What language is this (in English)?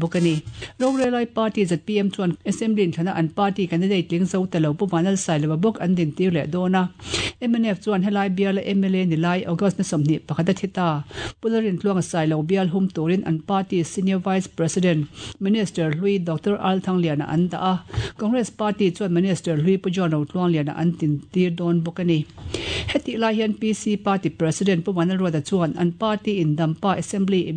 Mizo